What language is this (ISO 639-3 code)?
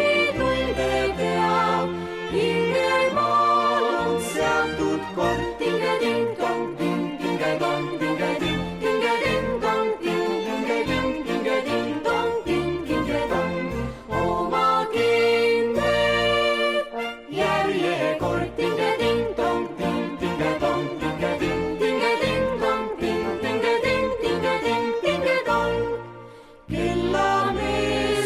est